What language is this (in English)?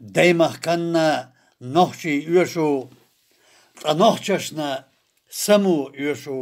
Chechen